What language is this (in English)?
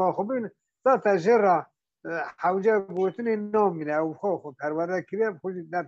Kurdish